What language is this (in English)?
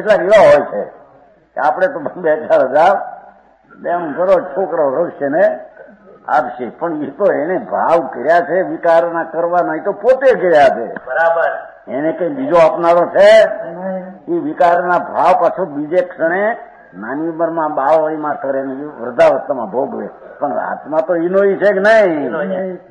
Gujarati